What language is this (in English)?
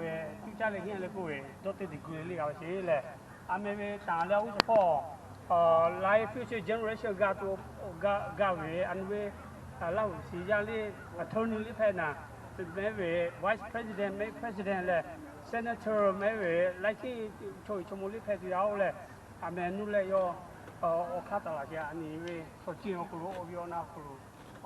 Lahu